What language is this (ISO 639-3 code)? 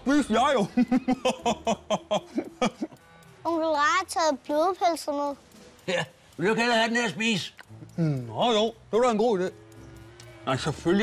dan